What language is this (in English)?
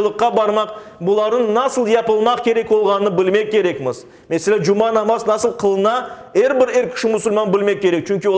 Crimean Tatar